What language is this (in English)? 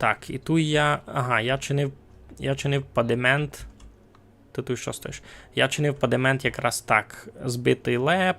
Rusyn